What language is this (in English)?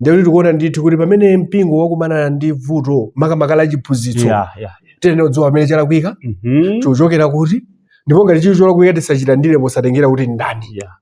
Nyanja